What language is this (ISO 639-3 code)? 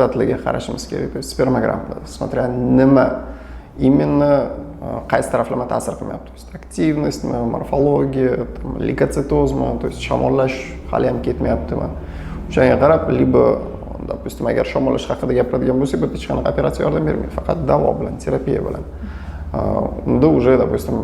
uzb